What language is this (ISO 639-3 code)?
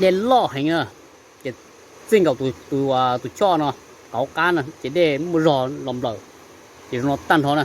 hmn